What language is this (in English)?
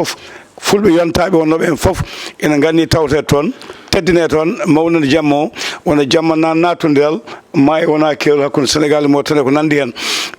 Fula